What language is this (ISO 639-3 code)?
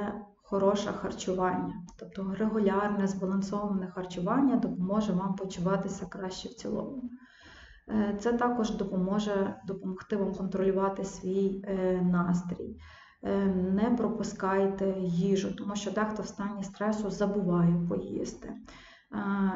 ukr